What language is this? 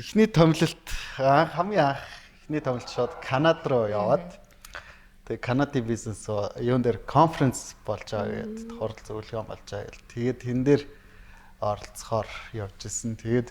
Mongolian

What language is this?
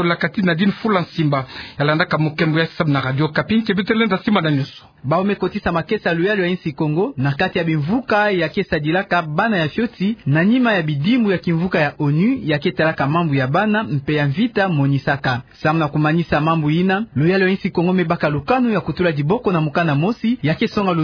Kituba (Democratic Republic of Congo)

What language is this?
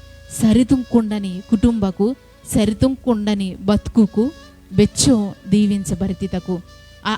Koya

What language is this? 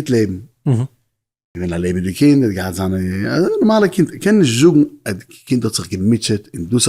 Yiddish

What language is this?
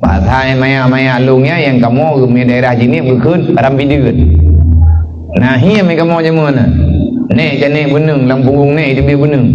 Achinese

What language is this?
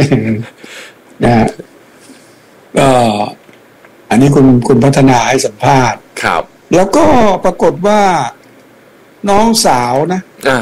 Thai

